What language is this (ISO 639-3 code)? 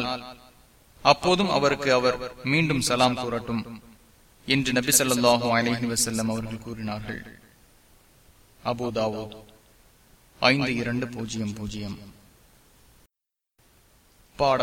tam